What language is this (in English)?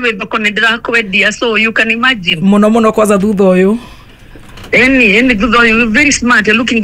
Kikuyu